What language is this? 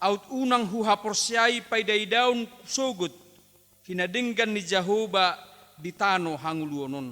Batak Toba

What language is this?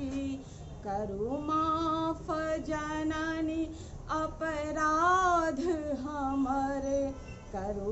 Maithili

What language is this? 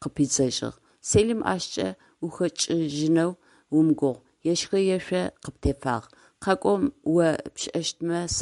Adyghe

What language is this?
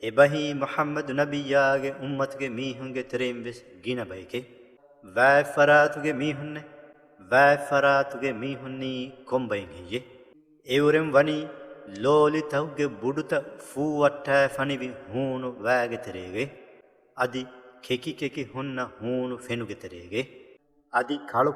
Divehi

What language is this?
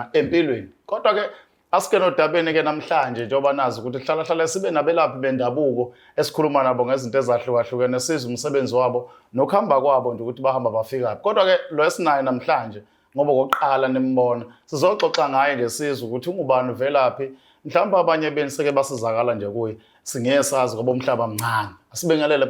Zulu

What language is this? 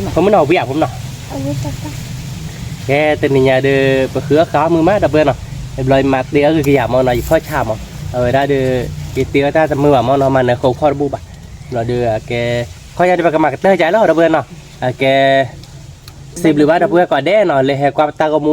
S'gaw Karen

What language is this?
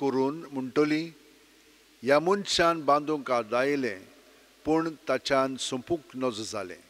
Konkani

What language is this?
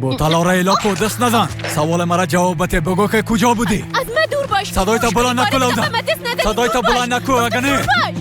Persian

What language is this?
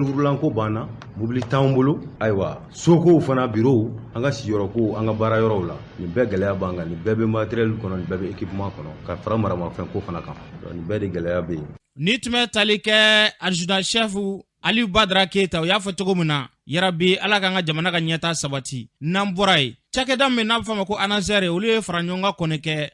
Bambara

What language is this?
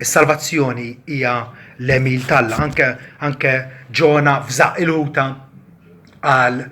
Maltese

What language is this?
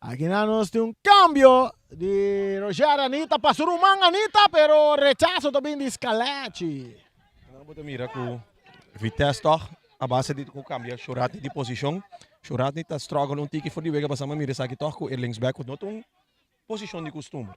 Papiamento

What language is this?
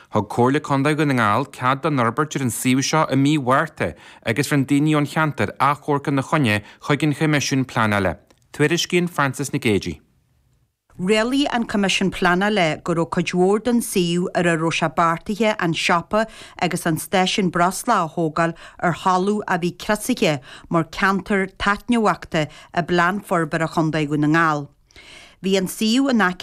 Irish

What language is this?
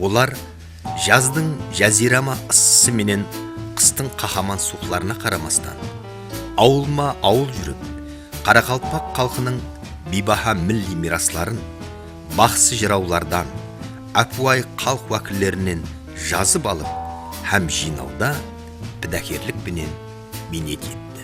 Kara-Kalpak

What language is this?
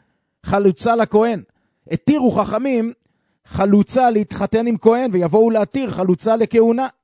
Hebrew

